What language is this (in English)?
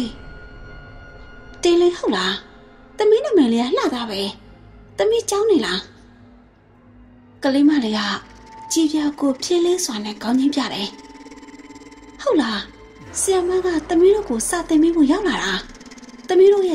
Burmese